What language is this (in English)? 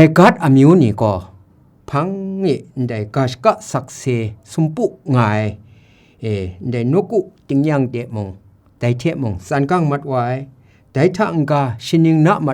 Kachin